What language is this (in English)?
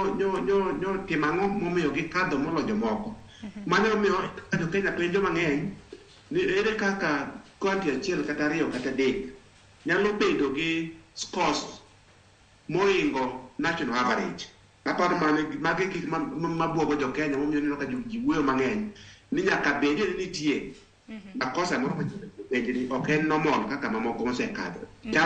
Luo (Kenya and Tanzania)